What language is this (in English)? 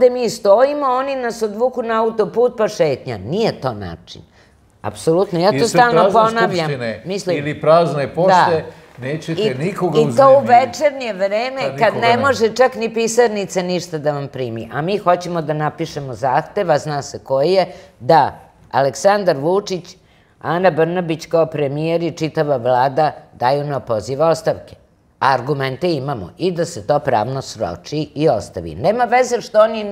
Serbian